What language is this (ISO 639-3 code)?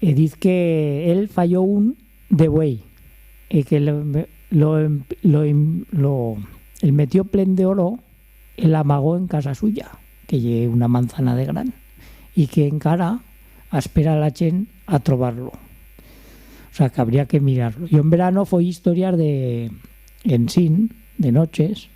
arg